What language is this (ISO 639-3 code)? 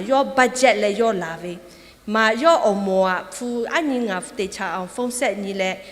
lhu